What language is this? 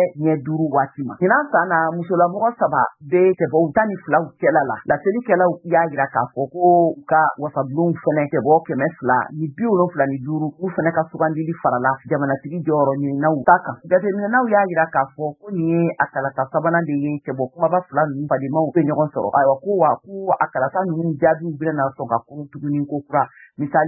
Bambara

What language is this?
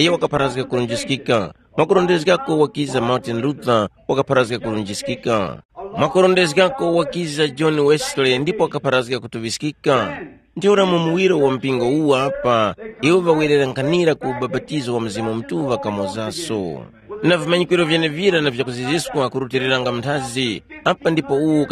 Tumbuka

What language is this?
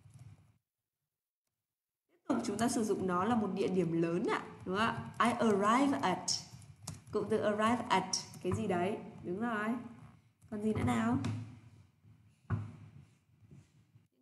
Vietnamese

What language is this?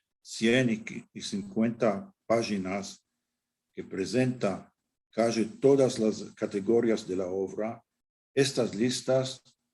Ladino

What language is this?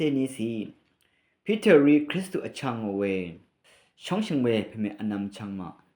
Rawang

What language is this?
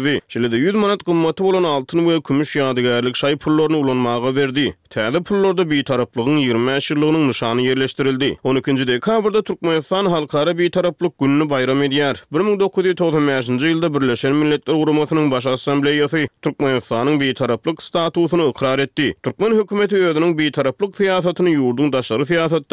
Turkmen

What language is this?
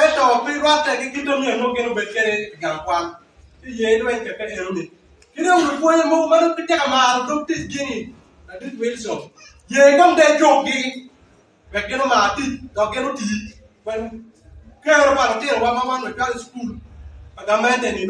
Acoli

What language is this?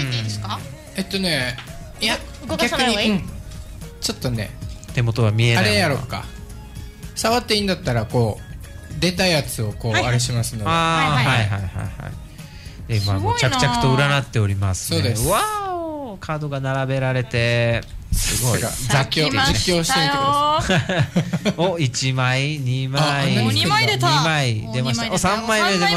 Japanese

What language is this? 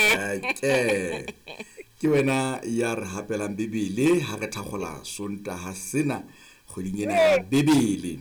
Southern Sotho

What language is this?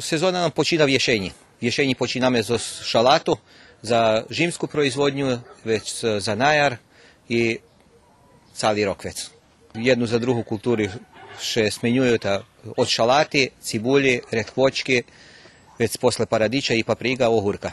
Rusyn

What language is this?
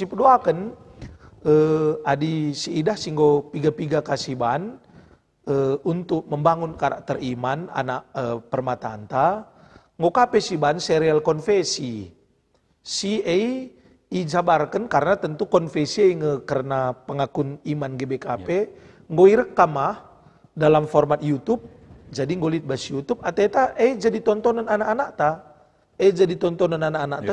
Batak Karo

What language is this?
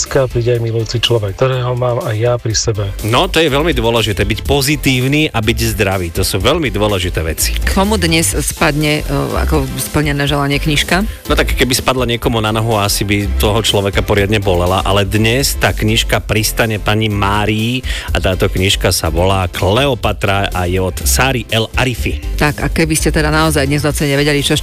Slovak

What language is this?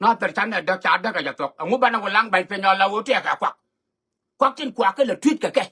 Nuer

